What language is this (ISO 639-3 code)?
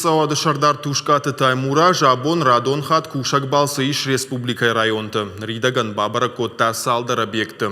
oss